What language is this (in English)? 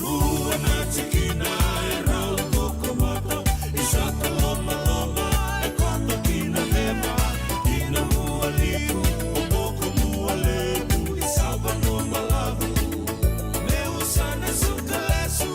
Fijian